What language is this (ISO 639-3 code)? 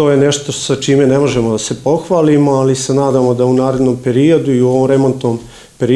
srp